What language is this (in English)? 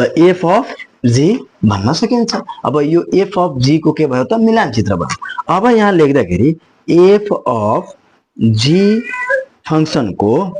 Nepali